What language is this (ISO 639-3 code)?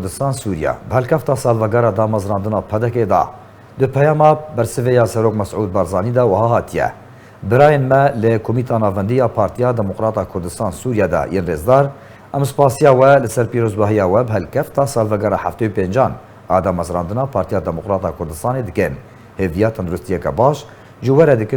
kur